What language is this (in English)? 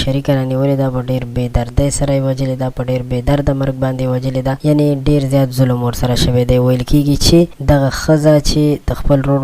Pashto